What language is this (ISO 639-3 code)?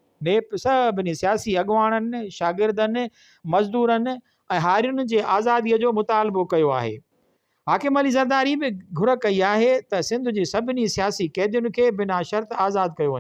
snd